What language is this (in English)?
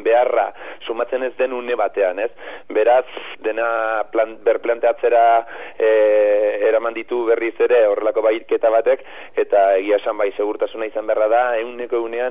Basque